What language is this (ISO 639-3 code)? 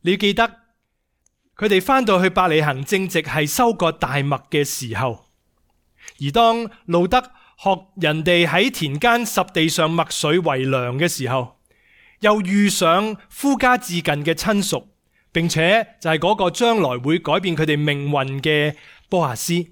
yue